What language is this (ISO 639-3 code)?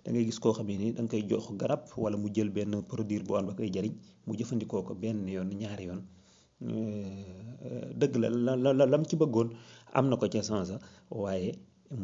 wol